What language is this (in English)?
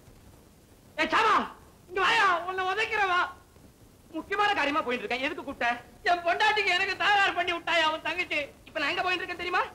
Tamil